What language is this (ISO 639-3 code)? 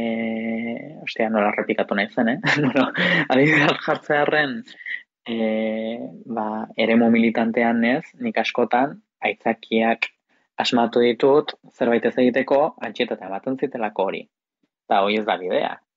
eus